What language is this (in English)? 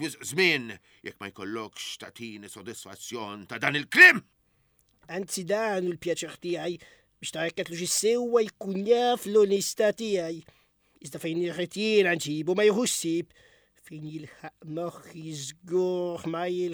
Maltese